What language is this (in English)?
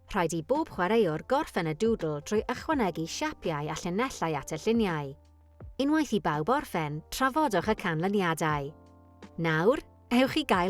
Welsh